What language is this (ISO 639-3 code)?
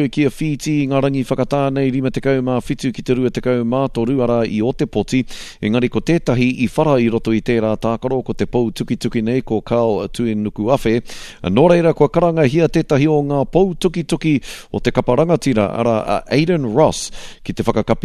mri